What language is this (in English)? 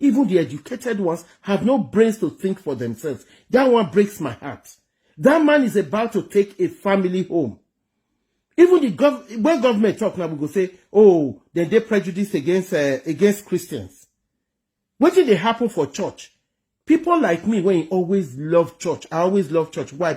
Nigerian Pidgin